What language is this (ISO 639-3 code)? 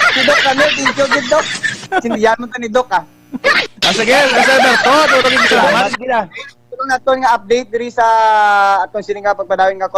hil